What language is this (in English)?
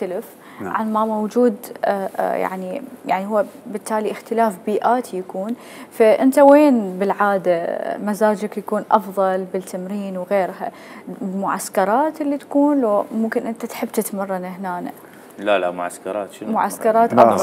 Mesopotamian Arabic